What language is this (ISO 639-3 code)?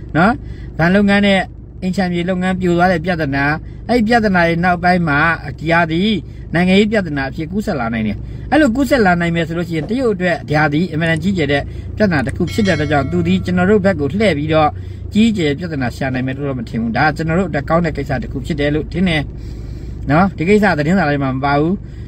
mya